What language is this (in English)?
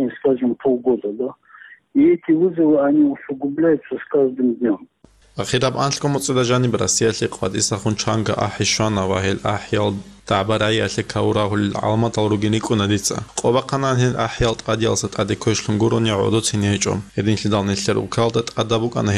Avaric